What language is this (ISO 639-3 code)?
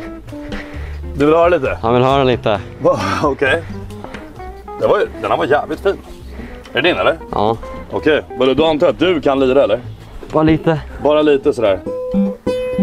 swe